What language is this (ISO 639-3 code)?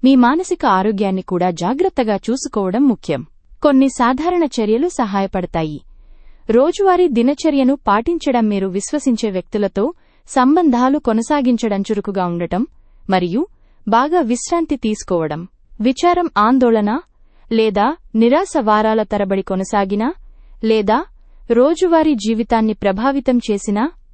tel